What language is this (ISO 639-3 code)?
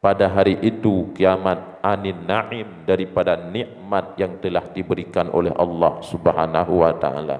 ace